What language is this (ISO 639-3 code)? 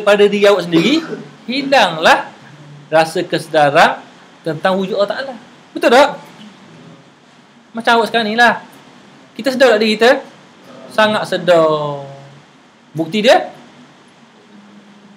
msa